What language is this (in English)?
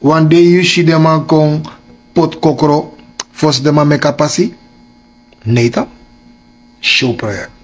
Sranan Tongo